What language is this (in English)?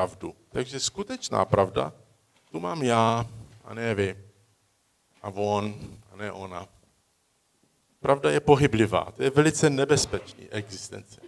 Czech